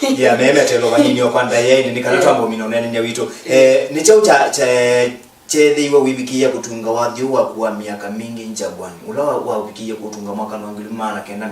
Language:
Kamba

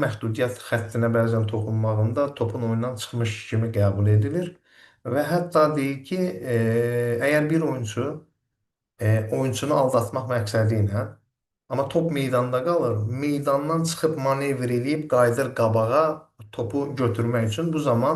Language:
Azerbaijani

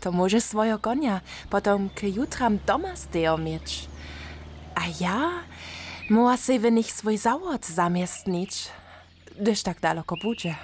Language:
Upper Sorbian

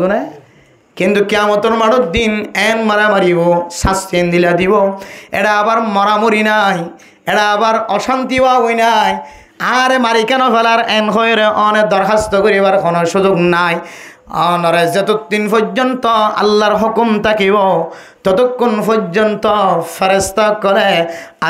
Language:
Rohingya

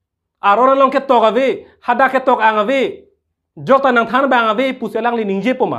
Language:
Karbi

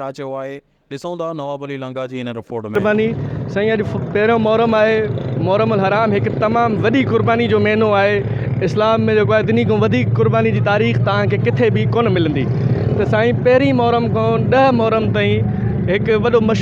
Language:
Sindhi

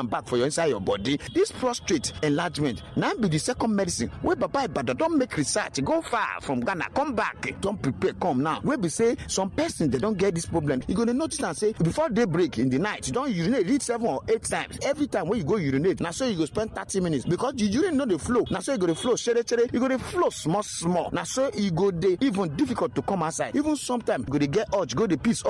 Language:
Nigerian Pidgin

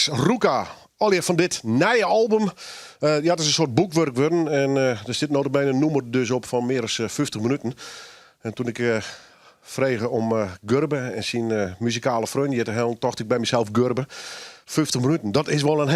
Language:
Western Frisian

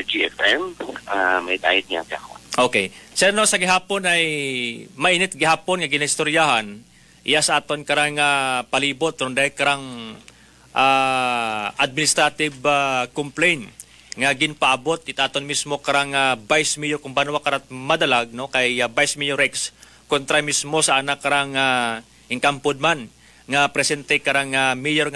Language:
Aklanon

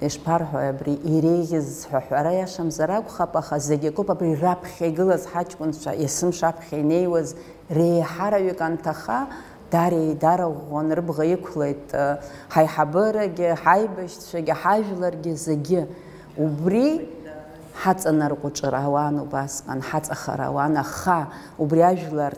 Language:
Abkhazian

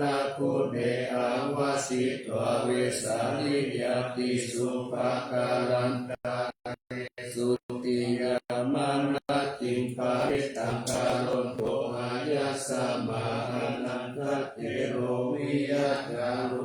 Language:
Pali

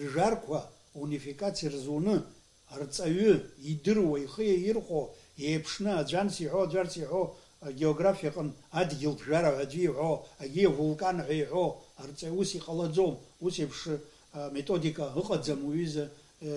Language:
Abkhazian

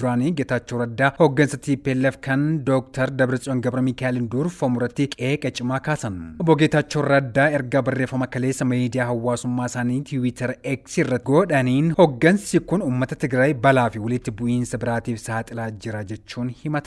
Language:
Oromo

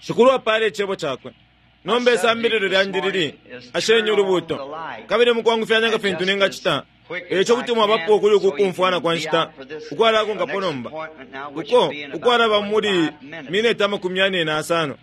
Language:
Bemba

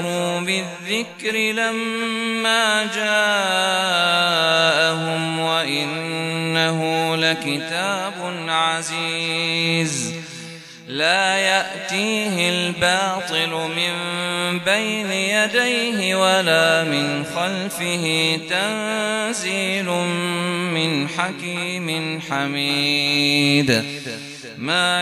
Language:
Arabic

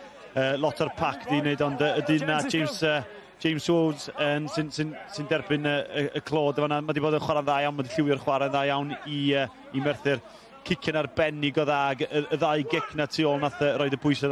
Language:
Welsh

